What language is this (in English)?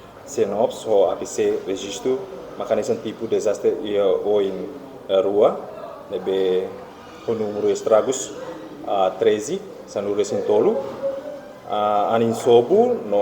Tetum